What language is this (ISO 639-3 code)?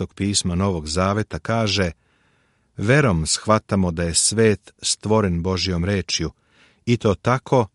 srp